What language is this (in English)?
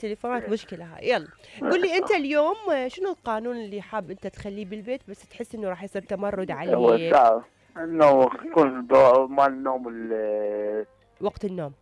Mesopotamian Arabic